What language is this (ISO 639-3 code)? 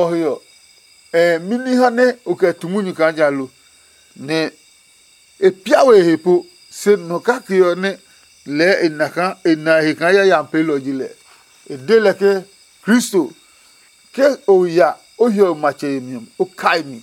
ada